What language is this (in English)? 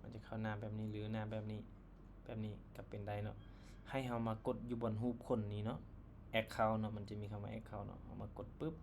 Lao